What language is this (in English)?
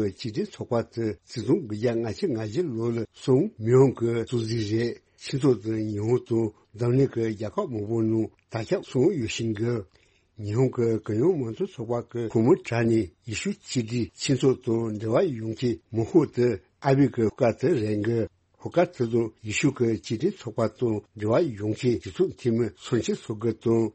Tibetan